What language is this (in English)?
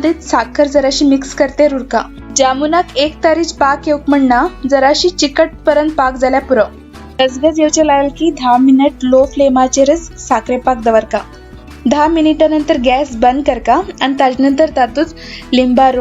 Konkani